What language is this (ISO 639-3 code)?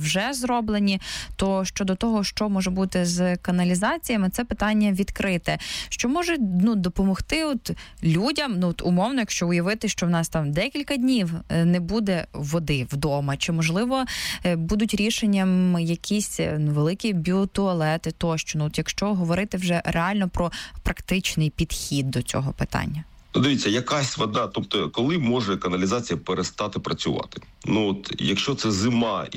ukr